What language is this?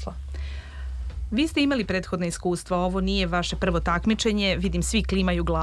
Serbian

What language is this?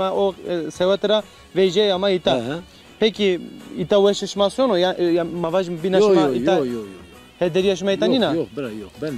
Zaza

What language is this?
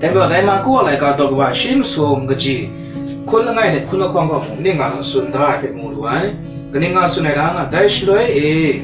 Kachin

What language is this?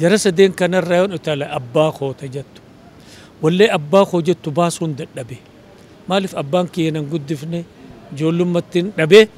Oromo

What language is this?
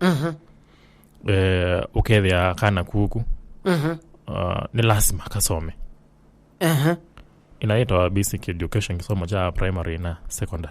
Kamba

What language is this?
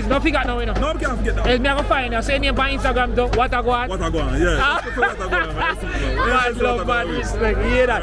Jamaican Creole English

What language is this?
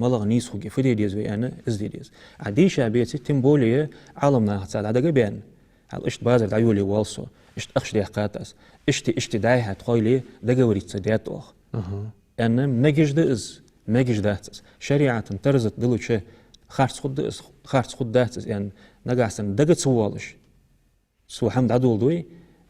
Ingush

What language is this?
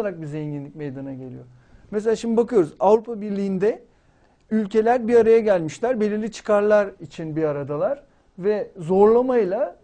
Turkish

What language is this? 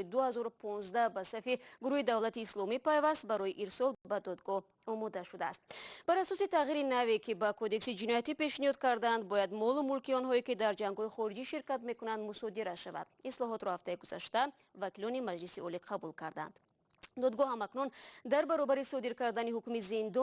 Tajik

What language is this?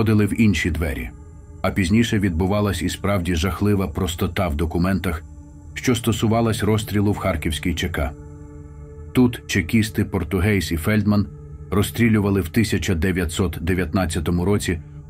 Ukrainian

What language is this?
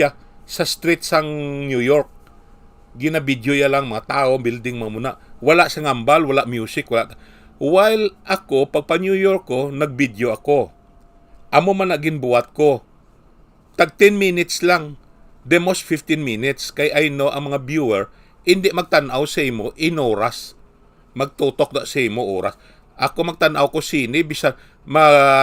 Hiligaynon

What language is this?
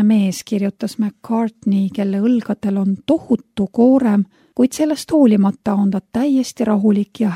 Estonian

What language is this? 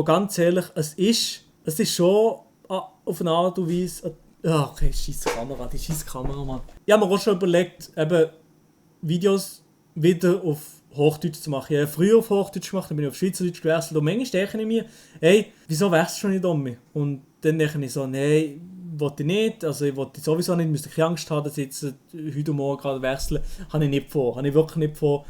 Swiss German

